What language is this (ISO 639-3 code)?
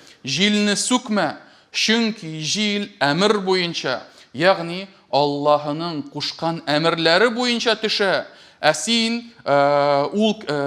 tat